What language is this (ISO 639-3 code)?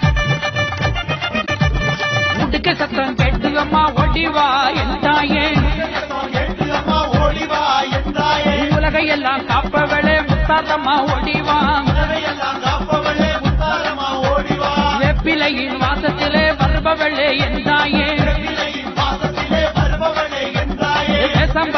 tam